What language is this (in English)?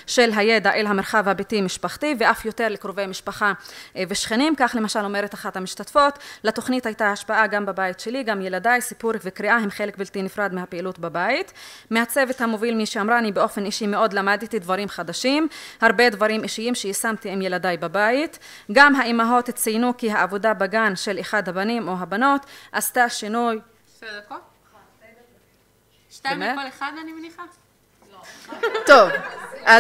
Hebrew